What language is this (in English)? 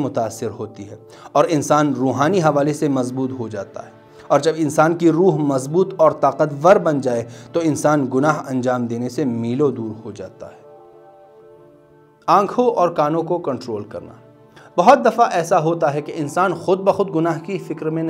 Urdu